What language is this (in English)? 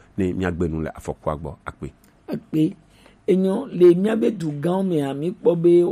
Gen